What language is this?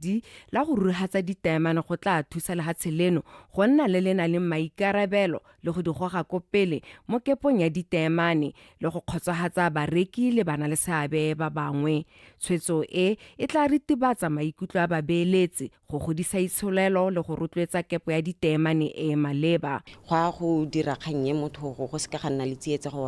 Tswana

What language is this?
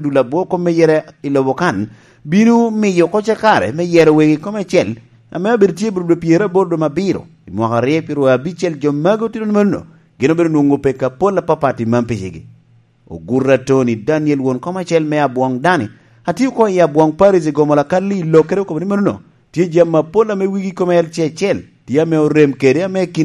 Lango (Uganda)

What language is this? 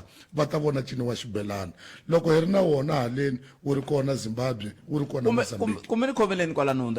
Tsonga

